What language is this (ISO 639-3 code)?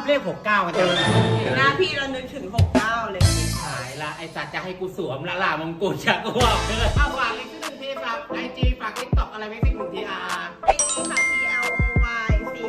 tha